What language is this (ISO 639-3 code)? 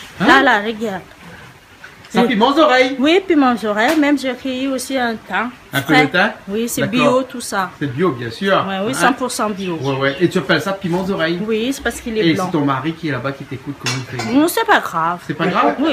rcf